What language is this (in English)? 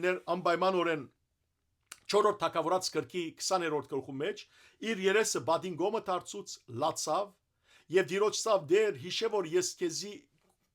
Western Armenian